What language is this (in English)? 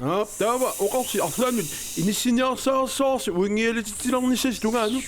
Kalaallisut